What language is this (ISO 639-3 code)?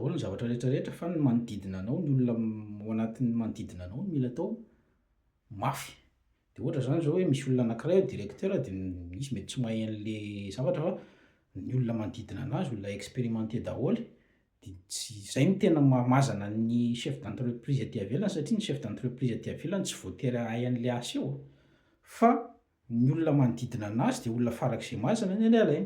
mlg